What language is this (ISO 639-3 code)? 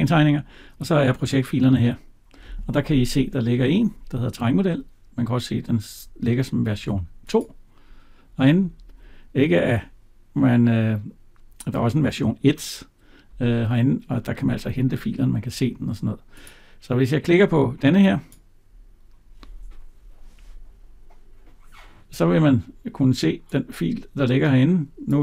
dan